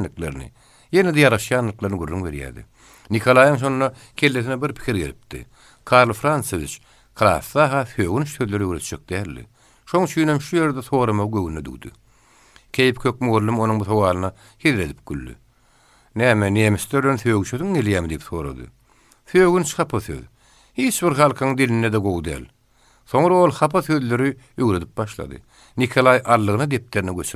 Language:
Turkmen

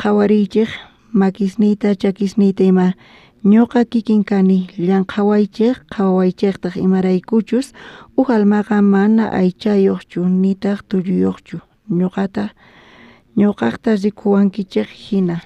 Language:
South Bolivian Quechua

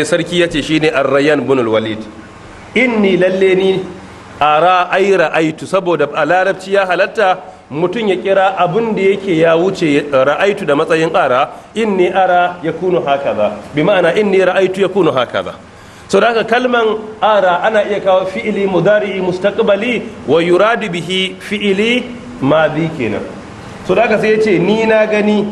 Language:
Hausa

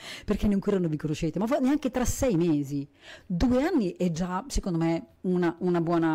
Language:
Italian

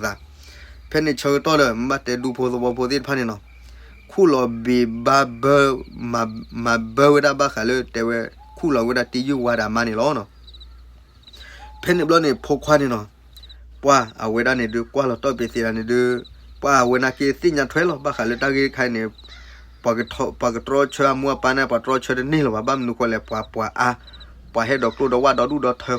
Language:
S'gaw Karen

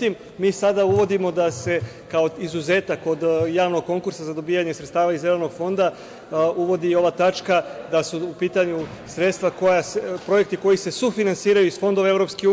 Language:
Serbian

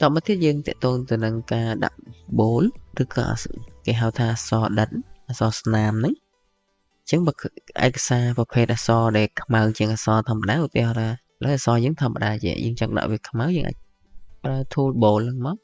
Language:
Khmer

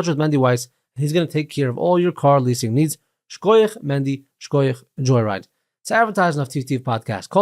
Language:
Yiddish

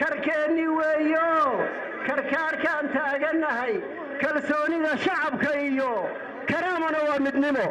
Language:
Somali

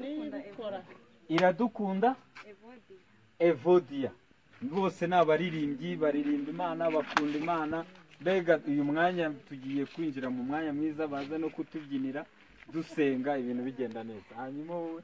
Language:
Kinyarwanda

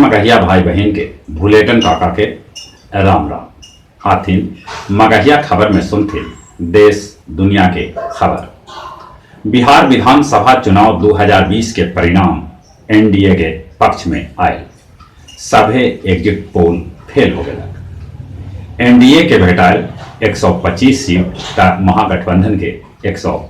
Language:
Magahi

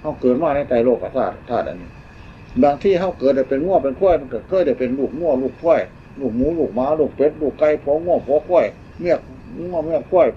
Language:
Northeastern Thai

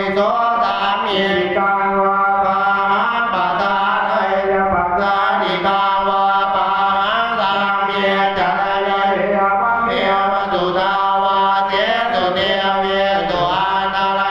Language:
Pali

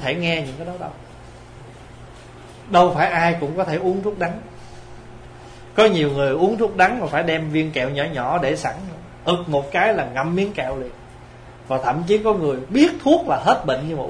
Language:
Vietnamese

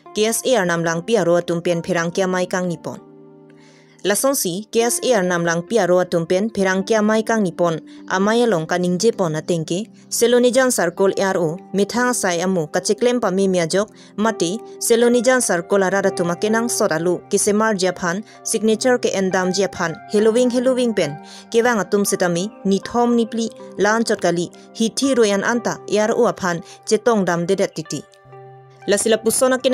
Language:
Karbi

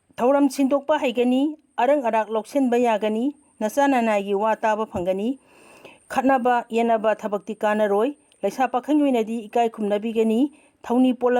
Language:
Manipuri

